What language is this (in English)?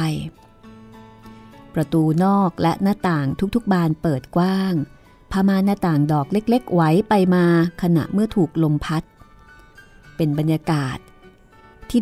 Thai